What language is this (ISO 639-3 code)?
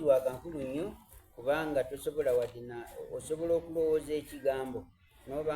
xog